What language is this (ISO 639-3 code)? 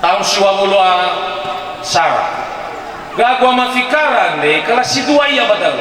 nia